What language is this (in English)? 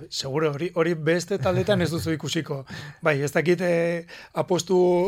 Basque